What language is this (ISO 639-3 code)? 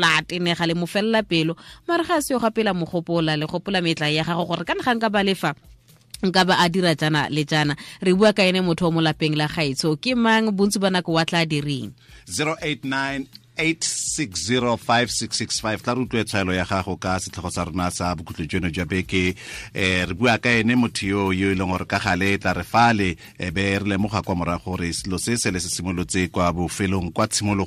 tsn